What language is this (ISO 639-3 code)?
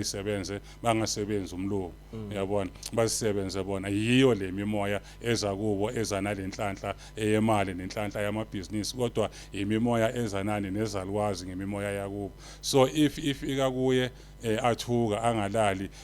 zul